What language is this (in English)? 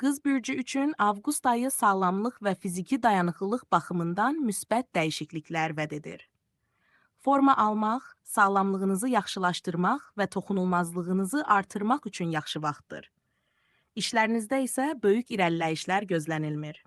Azerbaijani